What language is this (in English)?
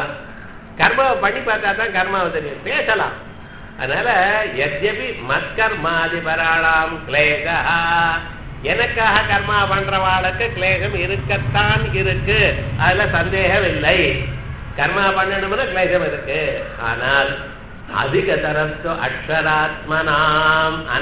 Tamil